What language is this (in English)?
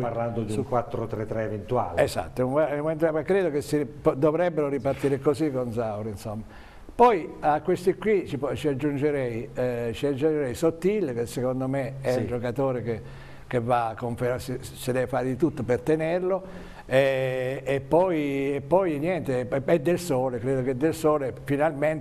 Italian